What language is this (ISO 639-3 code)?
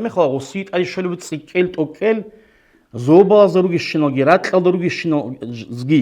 ava